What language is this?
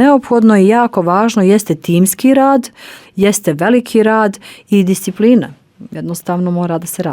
Bosnian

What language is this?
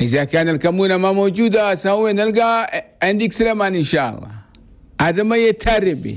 Chadian Arabic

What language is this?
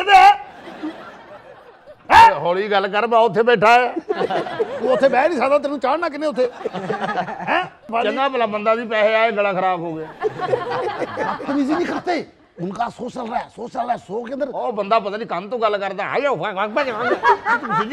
Punjabi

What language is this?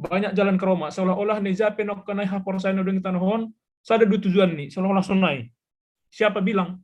Batak Simalungun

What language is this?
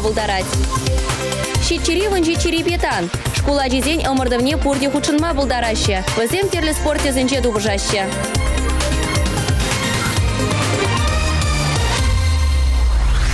Chuvash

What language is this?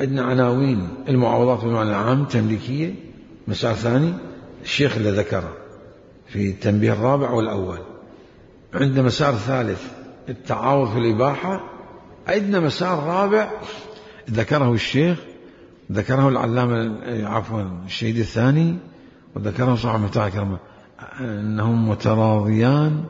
Mesopotamian Arabic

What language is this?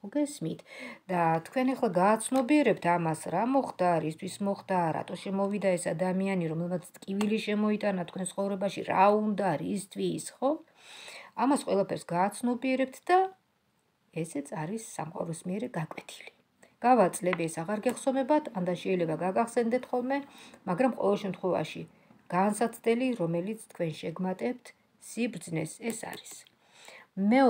Georgian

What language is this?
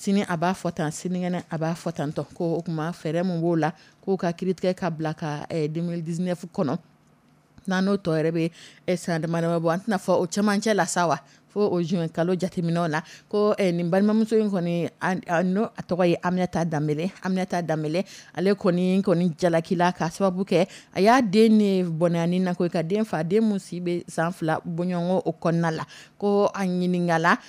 Dyula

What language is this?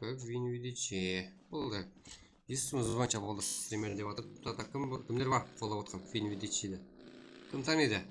Kara-Kalpak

